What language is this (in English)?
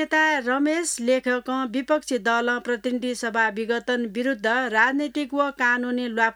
Newari